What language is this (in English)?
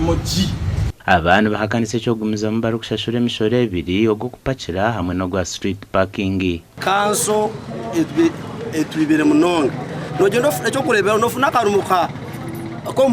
Nyankole